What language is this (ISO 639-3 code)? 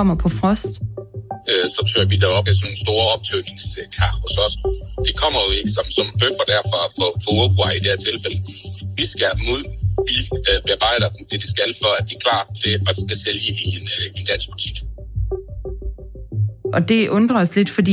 dan